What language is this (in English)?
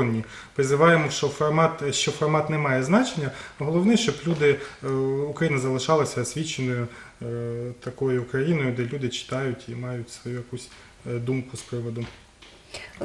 Ukrainian